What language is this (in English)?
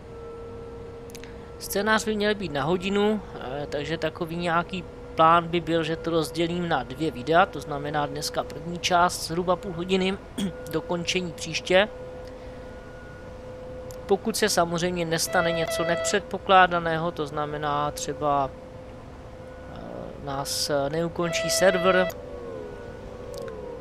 Czech